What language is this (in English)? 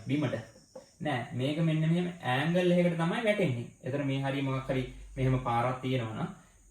Sinhala